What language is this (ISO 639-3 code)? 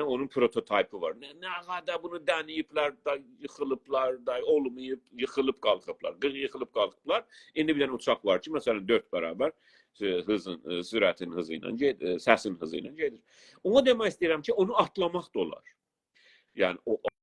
azb